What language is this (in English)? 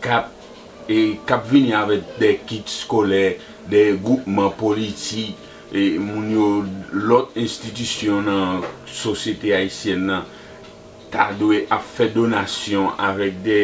Haitian Creole